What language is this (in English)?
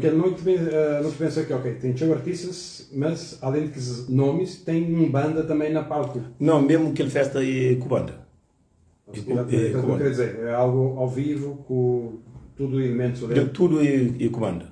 Kabuverdianu